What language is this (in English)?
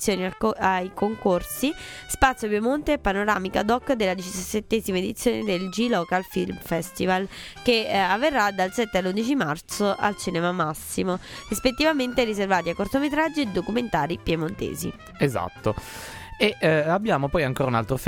Italian